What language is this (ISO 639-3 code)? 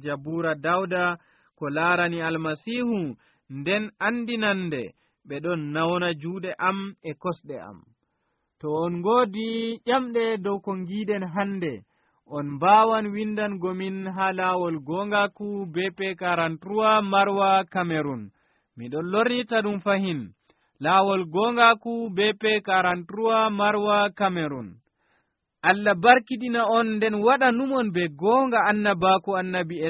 fuv